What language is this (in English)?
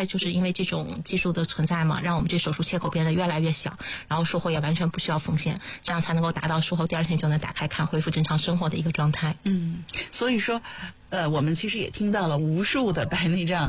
Chinese